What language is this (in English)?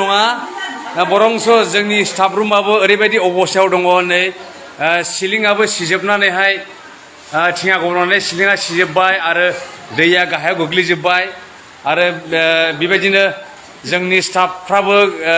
Bodo